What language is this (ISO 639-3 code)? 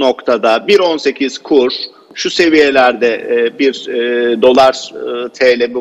tur